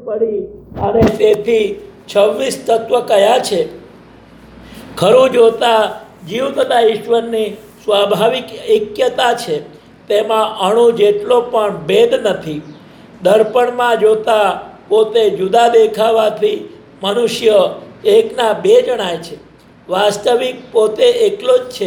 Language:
Gujarati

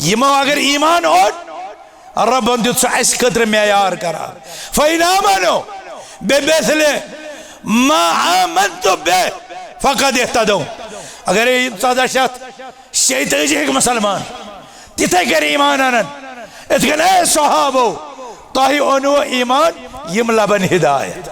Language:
Kashmiri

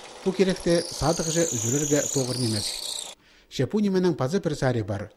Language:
Khakas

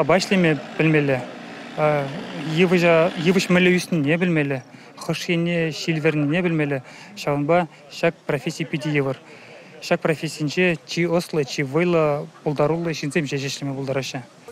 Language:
Chuvash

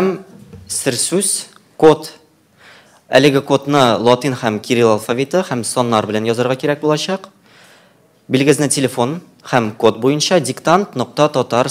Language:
Tatar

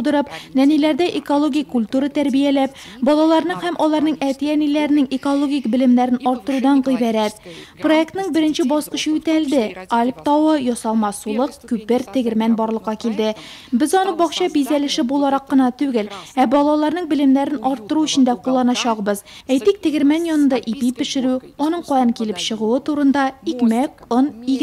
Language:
Tatar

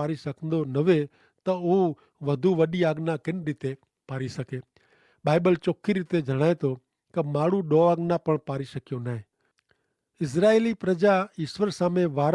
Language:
Kachhi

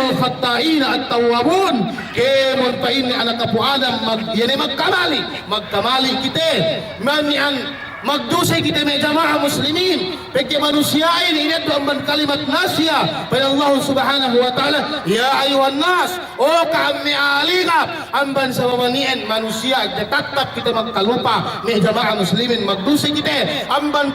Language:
Yakan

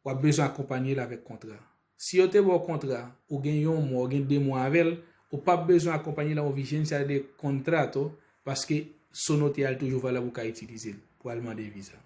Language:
Haitian Creole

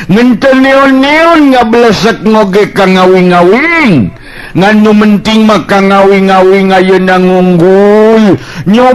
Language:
Sundanese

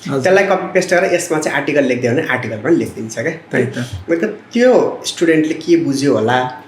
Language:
Nepali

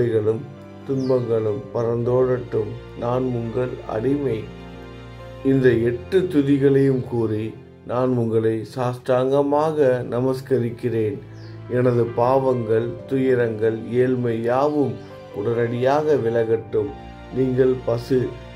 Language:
Tamil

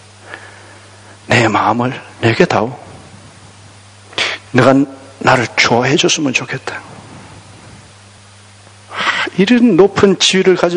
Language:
Korean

